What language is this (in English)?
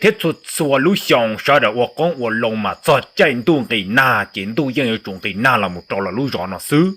Hmong